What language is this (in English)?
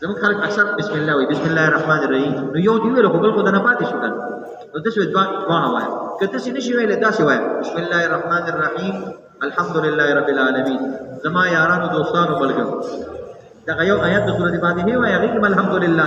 Pashto